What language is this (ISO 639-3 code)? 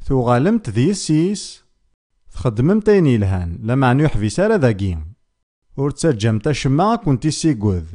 kab